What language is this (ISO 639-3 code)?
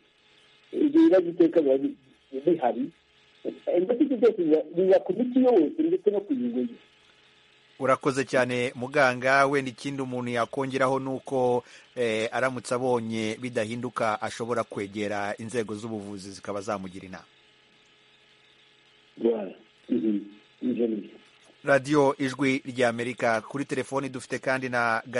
kin